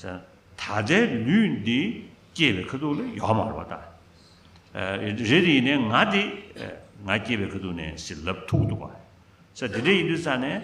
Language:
Tibetan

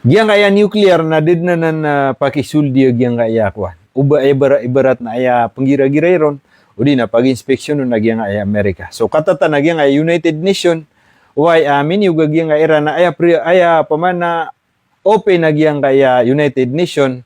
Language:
Maranao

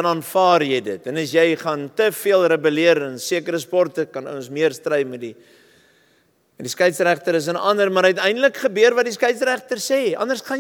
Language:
Afrikaans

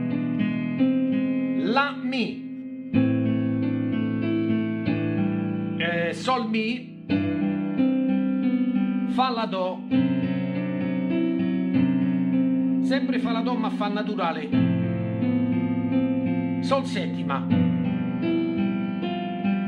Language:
Italian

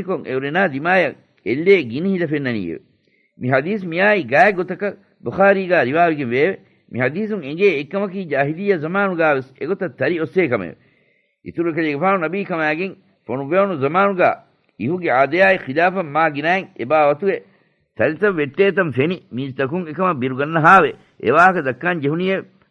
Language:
Divehi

